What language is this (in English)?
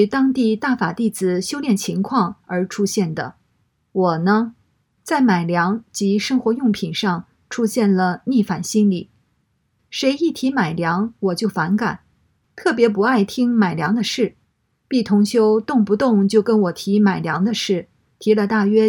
Chinese